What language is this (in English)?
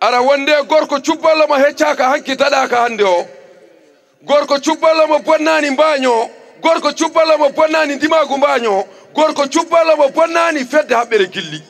Fula